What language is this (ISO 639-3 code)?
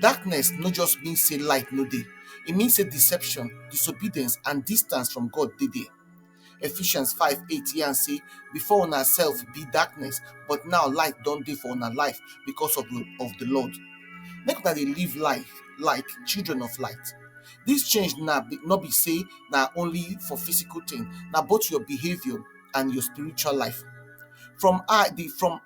pcm